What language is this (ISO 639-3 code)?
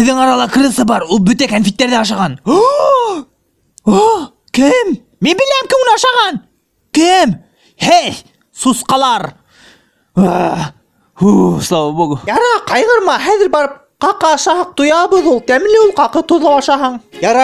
bak